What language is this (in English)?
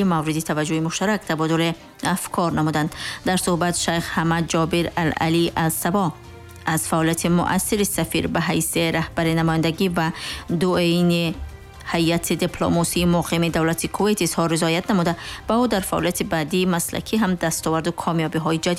Persian